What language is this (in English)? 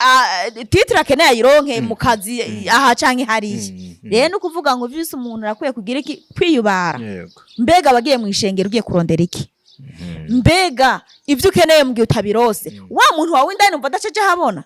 Rundi